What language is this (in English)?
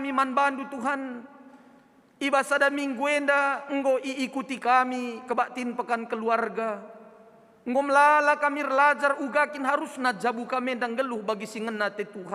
Batak Karo